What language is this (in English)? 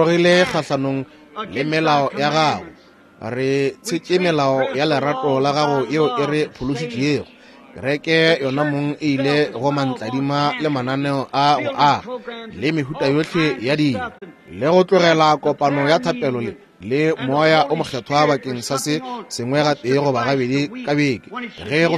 Northern Sotho